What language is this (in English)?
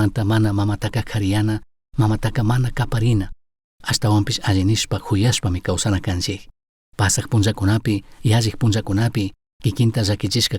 Chimborazo Highland Quichua